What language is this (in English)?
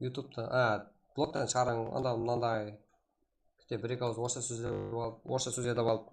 Kara-Kalpak